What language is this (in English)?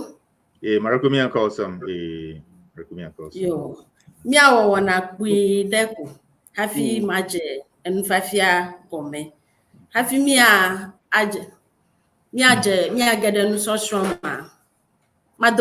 Ewe